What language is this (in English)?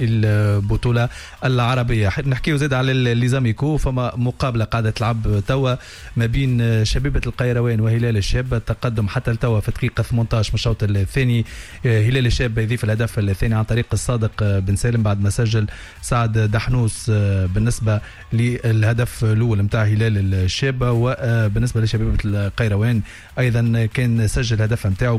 Tunisian Arabic